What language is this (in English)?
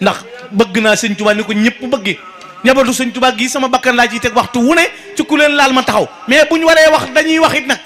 Wolof